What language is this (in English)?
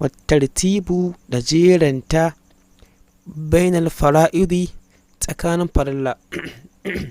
Hausa